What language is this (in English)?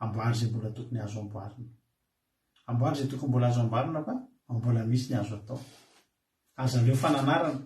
Malagasy